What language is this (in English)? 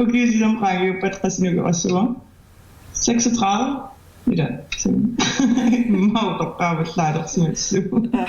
Kalaallisut